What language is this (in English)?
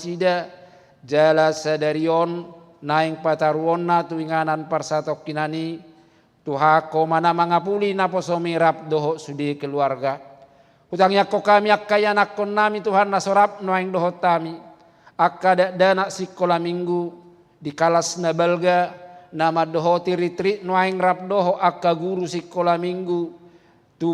Batak Toba